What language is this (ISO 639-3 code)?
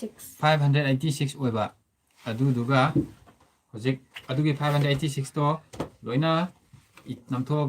mni